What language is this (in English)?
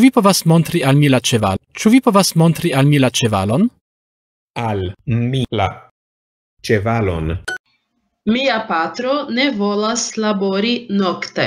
Esperanto